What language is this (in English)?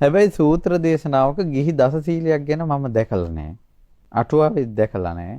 Sinhala